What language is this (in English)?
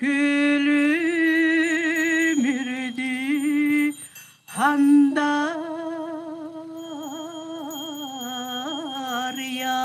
Yakut